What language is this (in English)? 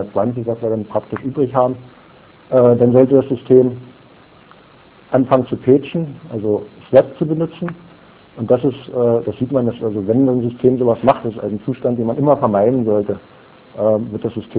German